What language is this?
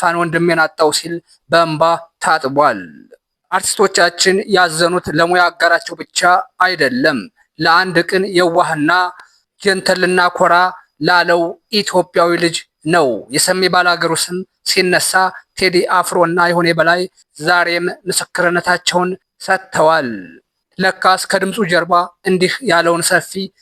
Amharic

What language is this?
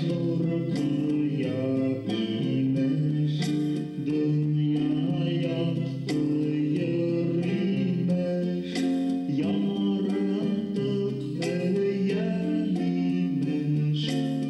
Bashkir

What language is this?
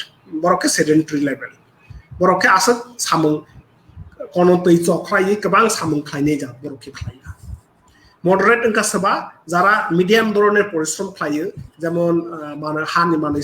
Kok Borok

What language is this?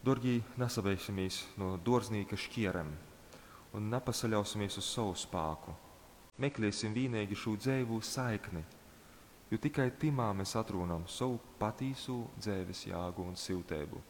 Latgalian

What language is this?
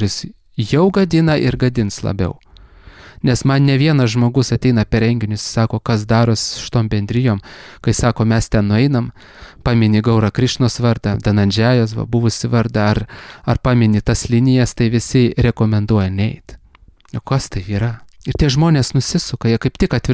Lithuanian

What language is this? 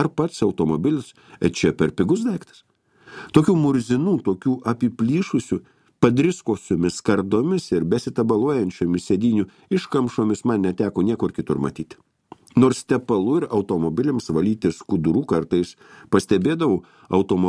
Lithuanian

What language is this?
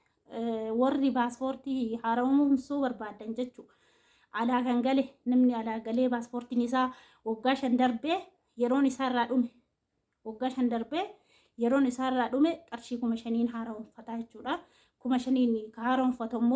Oromo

